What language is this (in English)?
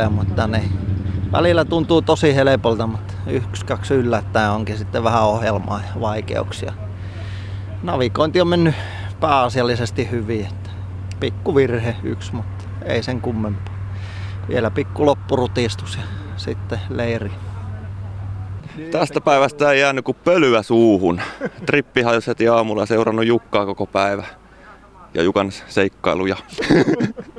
Finnish